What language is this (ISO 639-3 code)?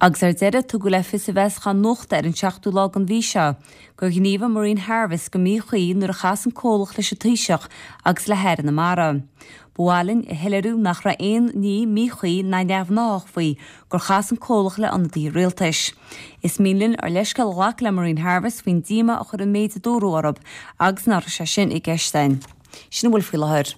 gle